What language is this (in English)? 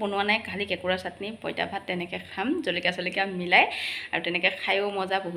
Assamese